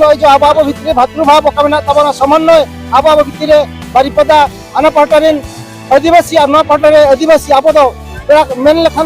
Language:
Santali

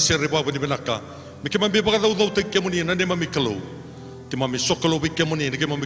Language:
Fijian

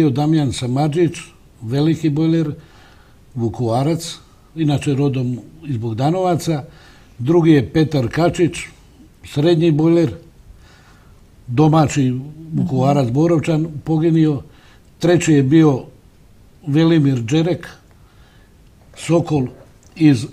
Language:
Croatian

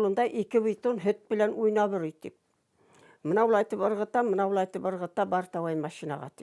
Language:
Bashkir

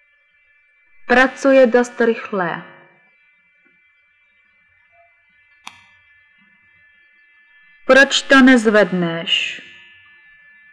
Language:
Czech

